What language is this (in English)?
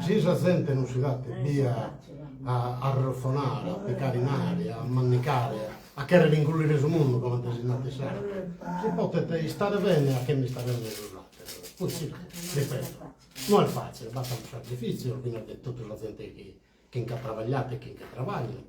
Sardinian